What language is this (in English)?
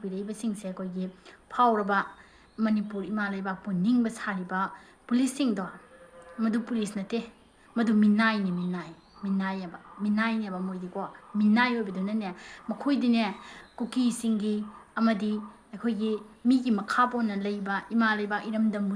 Manipuri